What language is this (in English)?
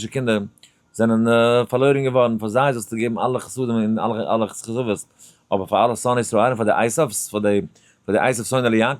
Yiddish